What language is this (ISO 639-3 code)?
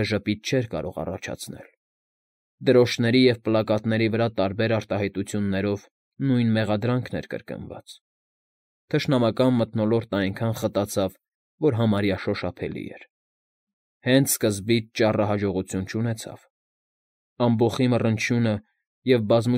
hye